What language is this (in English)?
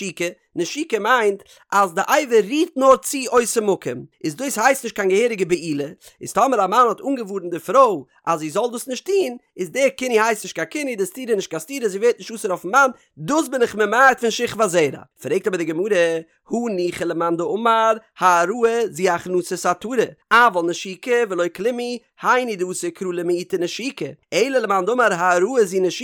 Yiddish